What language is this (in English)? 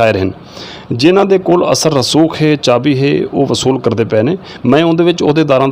Saraiki